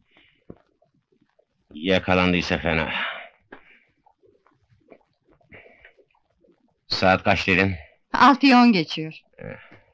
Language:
Turkish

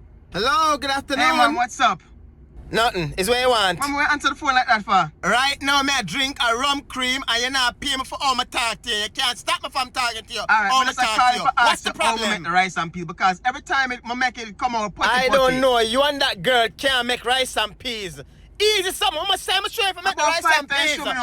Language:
Jamaican Creole English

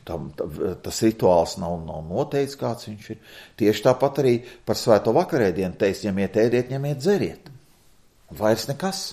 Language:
Latvian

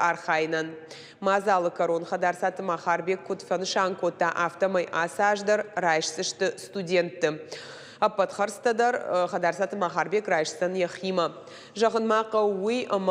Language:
Ossetic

